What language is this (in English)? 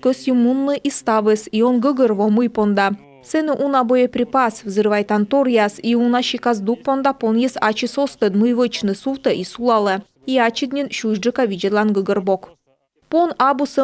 Komi